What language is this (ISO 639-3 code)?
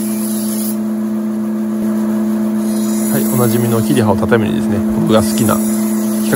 jpn